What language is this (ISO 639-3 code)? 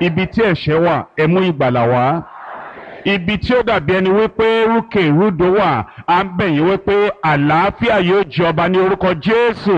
yor